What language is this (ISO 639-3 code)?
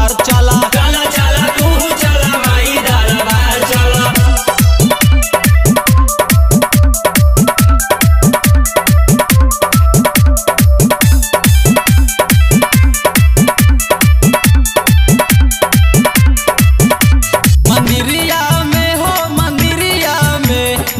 bho